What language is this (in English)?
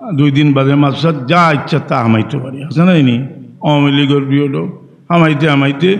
Sylheti